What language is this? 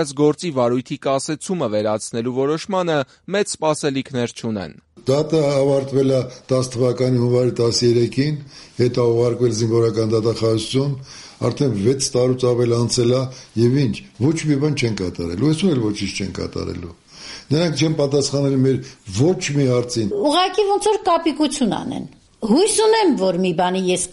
Armenian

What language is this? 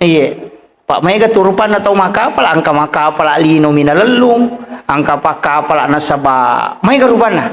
Buginese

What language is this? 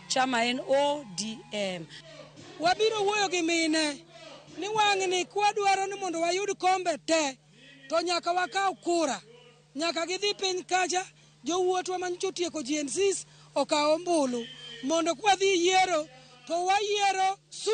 Luo (Kenya and Tanzania)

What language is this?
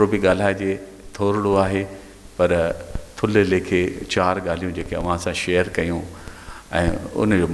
Sindhi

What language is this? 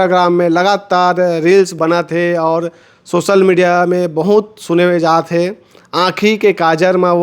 Chhattisgarhi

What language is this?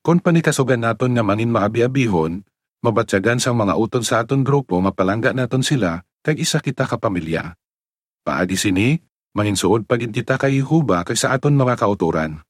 Hiligaynon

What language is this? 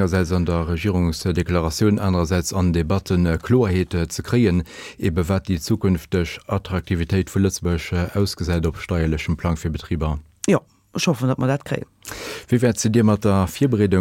Luxembourgish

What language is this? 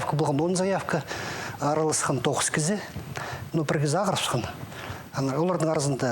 Khakas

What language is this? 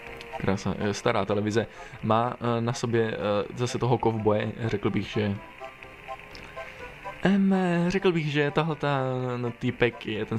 Czech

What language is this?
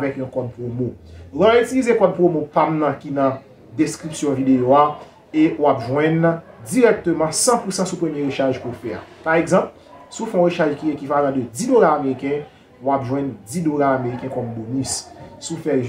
Haitian Creole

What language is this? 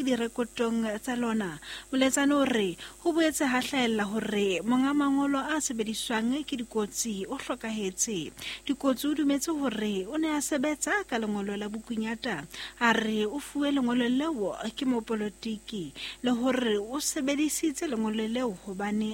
Southern Sotho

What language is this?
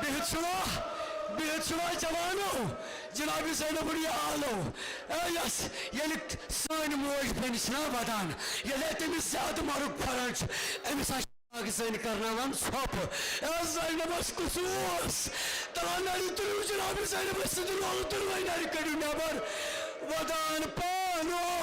Kashmiri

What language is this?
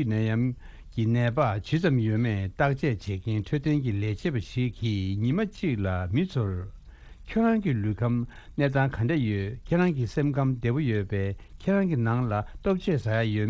Tibetan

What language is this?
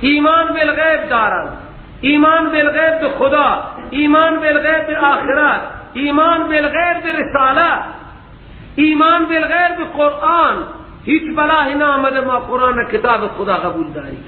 Persian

